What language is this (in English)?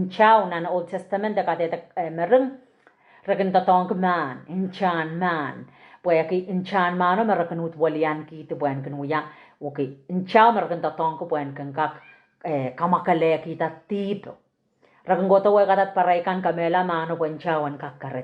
Pohnpeian